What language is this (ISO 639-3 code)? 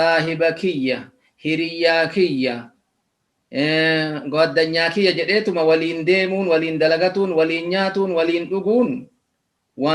orm